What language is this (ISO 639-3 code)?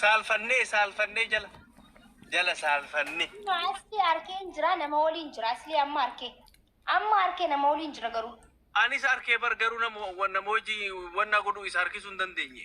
orm